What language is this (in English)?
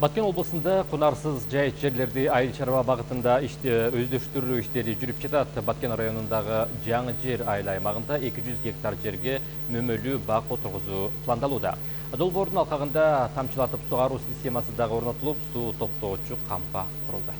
Kyrgyz